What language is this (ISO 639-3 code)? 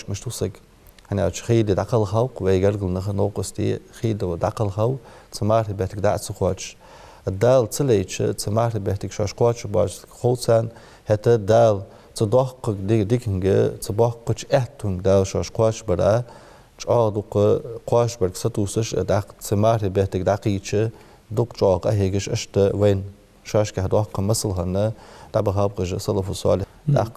inh